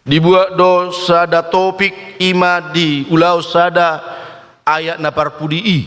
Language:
Batak Toba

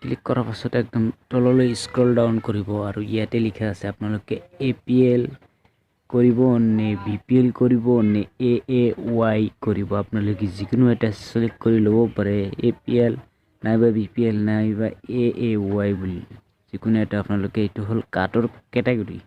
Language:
Assamese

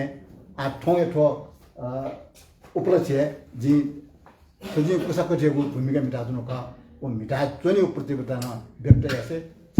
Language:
Newari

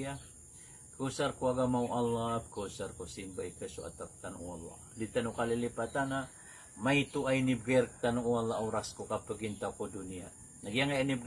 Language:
Maranao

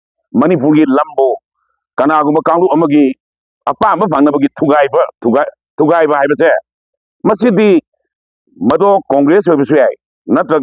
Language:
Manipuri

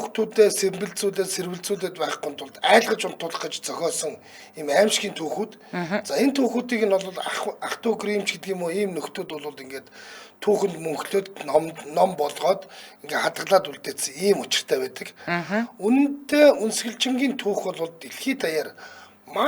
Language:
Mongolian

